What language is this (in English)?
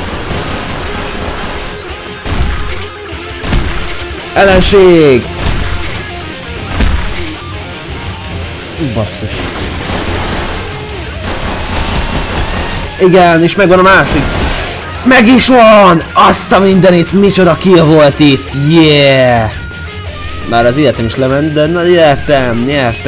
Hungarian